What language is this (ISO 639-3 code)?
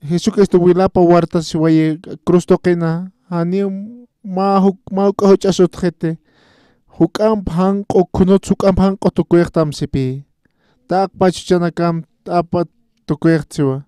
aym